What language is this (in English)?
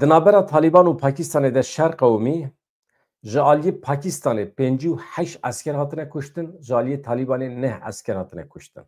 Kurdish